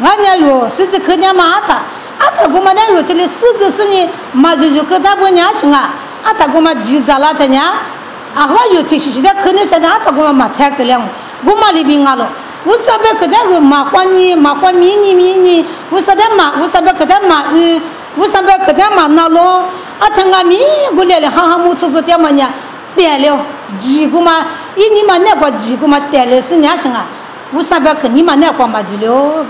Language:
Lisu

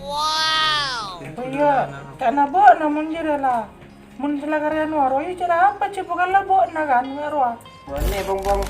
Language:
Madurese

